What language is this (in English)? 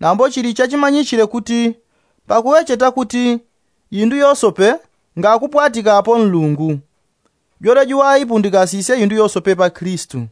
Yao